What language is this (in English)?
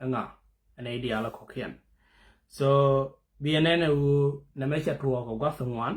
Nuer